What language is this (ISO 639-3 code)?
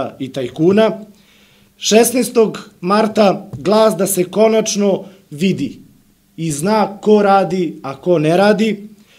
srp